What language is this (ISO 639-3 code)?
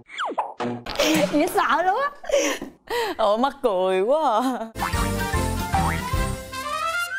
vie